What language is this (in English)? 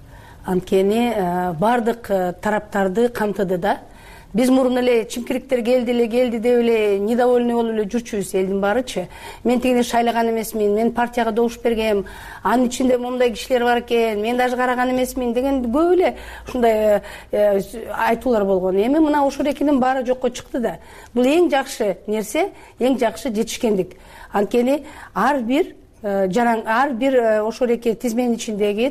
Kyrgyz